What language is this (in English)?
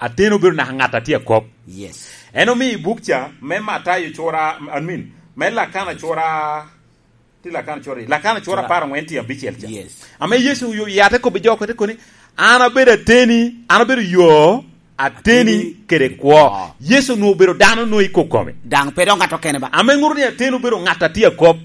Lango (Uganda)